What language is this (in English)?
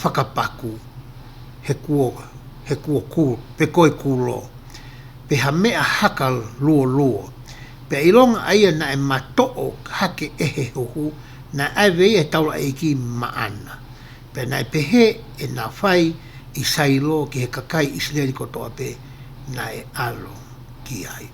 Tongan